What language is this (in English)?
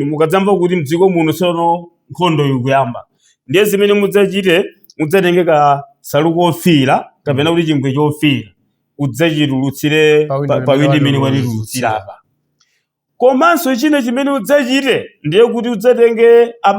Nyanja